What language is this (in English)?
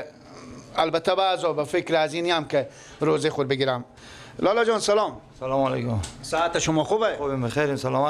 Persian